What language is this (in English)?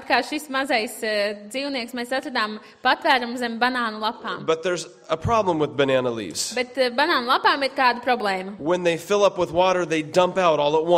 Latvian